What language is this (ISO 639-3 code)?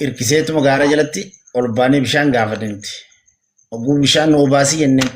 orm